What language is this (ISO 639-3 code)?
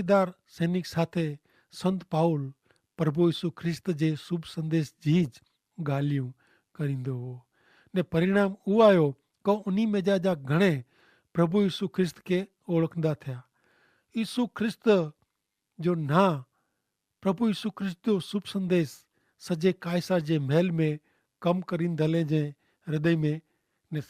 kfr